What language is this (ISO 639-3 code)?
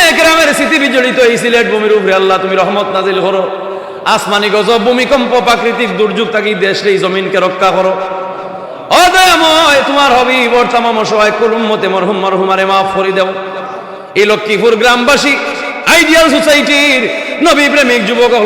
syl